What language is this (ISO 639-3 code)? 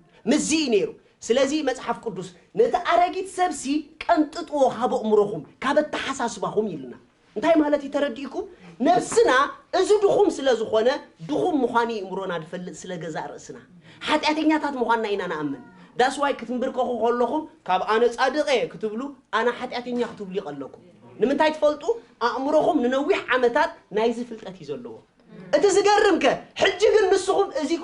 tir